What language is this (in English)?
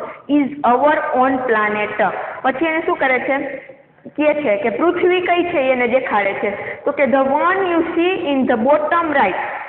Gujarati